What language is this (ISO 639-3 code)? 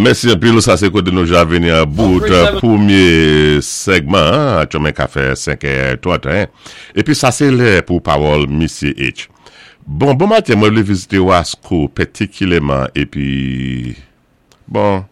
acf